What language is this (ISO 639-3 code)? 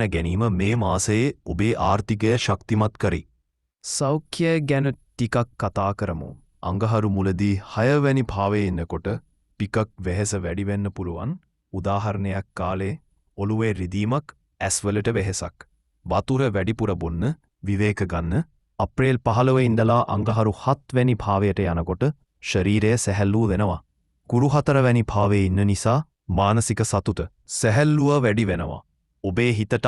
sin